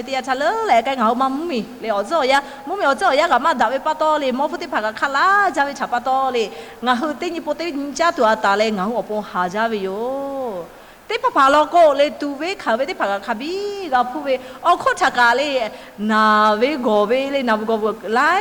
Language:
Lahu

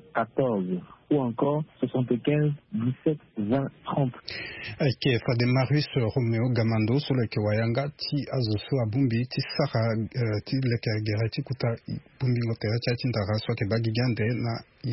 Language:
Sango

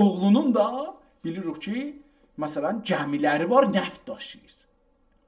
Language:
South Azerbaijani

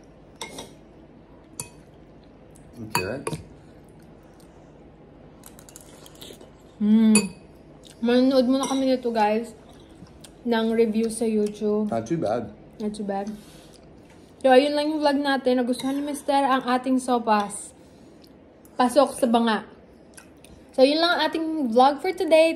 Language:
Filipino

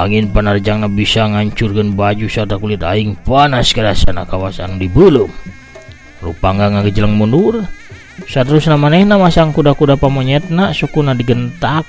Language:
Sundanese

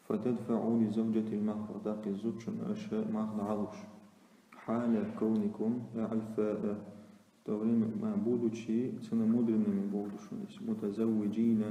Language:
Chechen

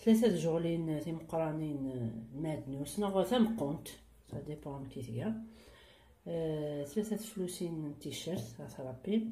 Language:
Kabyle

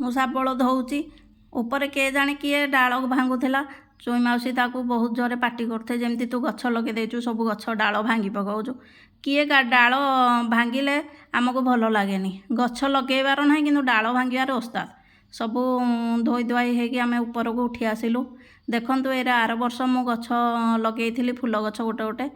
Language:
Odia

